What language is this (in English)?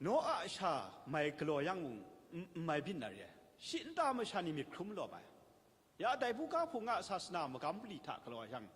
Kachin